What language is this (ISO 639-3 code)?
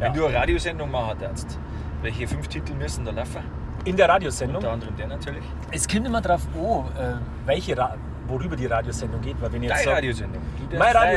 bar